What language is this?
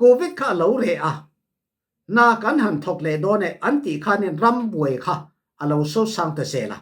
Falam Chin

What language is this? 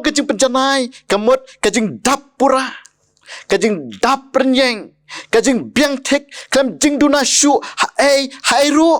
Khasi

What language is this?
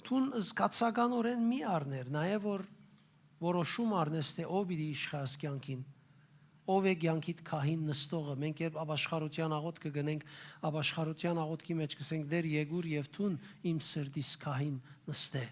Western Armenian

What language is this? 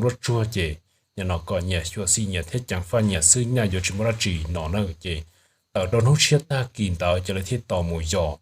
Hmong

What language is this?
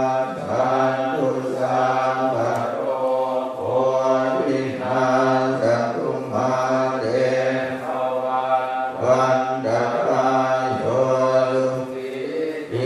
Pali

